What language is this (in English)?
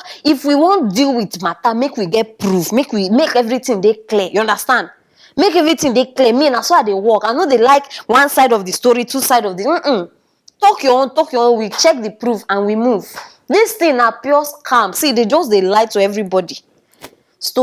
Nigerian Pidgin